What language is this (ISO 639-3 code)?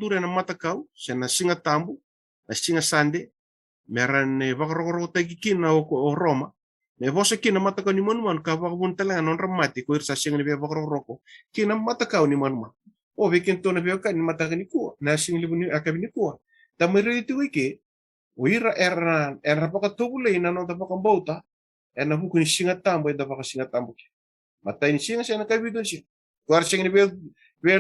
fij